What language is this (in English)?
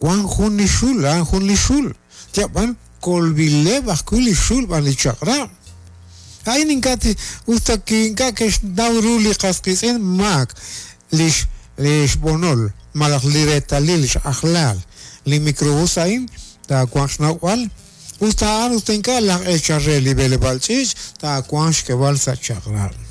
Kekchí